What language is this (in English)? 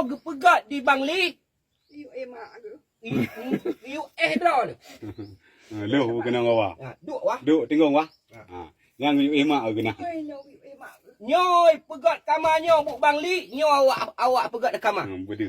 Achinese